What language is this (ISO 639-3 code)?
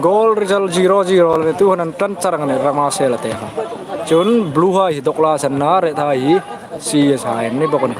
hmr